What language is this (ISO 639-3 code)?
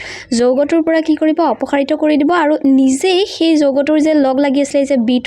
asm